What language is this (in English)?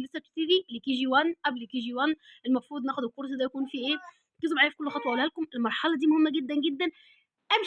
Egyptian Arabic